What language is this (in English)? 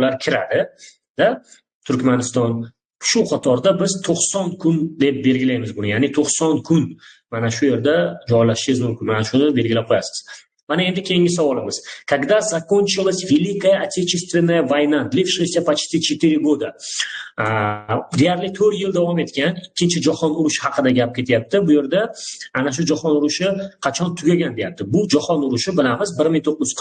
Uzbek